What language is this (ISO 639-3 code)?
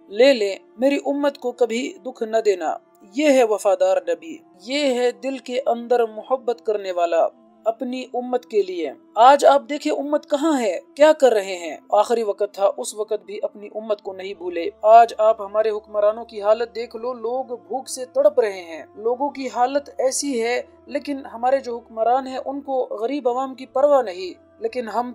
urd